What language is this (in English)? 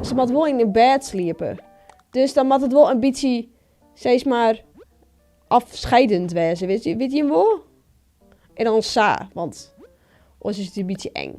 Western Frisian